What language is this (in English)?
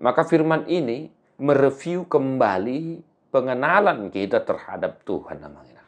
Batak Toba